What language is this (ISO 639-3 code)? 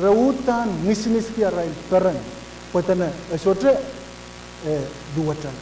pon